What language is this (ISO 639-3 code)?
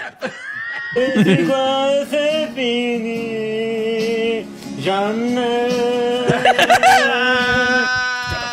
fra